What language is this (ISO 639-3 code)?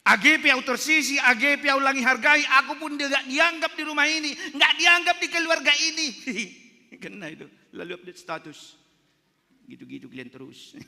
bts